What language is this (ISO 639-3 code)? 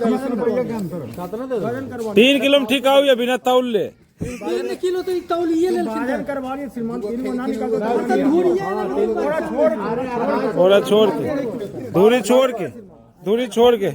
mag